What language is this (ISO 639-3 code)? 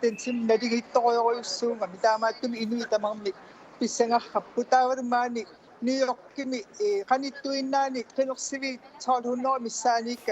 kal